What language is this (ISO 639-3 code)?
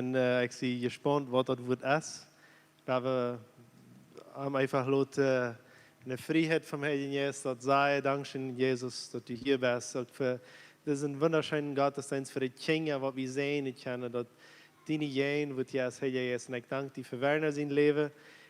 pdt